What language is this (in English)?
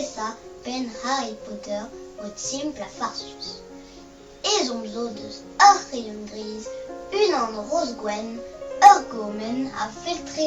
Breton